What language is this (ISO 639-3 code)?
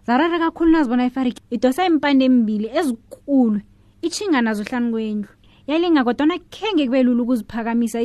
nbl